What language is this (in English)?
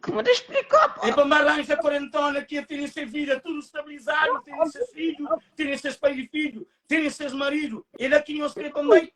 Kabuverdianu